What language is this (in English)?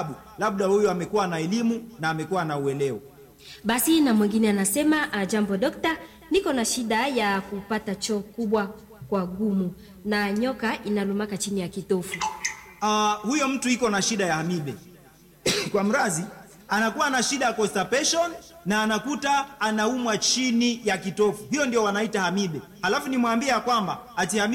Swahili